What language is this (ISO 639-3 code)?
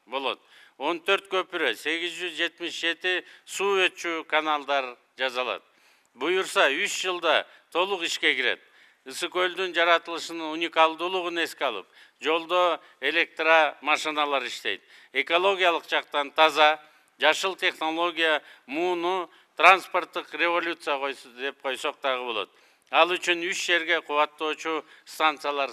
kir